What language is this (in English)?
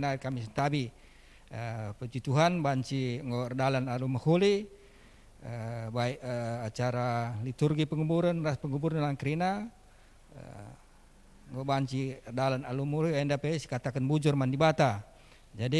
Batak Karo